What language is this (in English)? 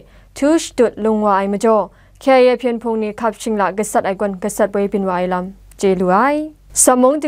Kachin